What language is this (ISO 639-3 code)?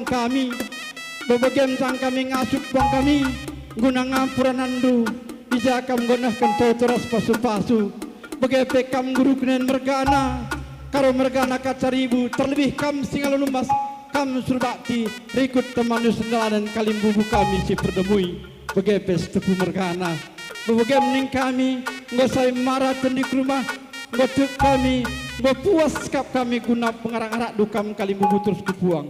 btx